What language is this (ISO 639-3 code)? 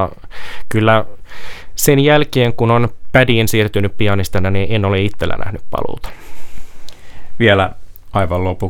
fin